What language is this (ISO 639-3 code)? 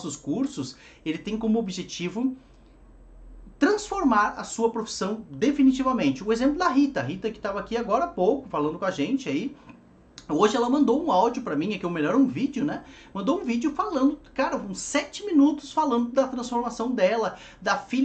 por